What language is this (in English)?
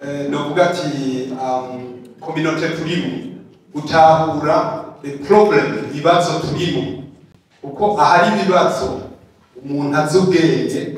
Rundi